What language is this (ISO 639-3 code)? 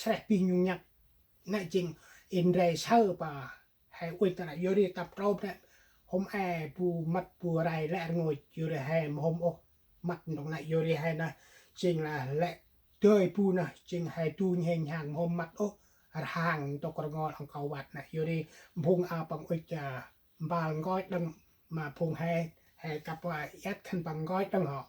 cmo